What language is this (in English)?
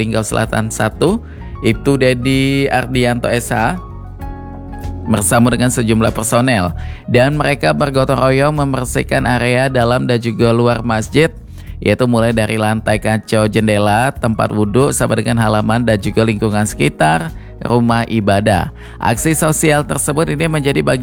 Indonesian